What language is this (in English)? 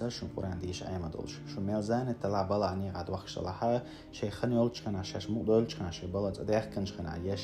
Chechen